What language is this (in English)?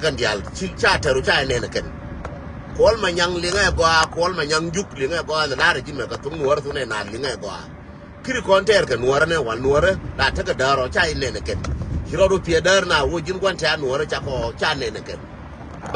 Nuer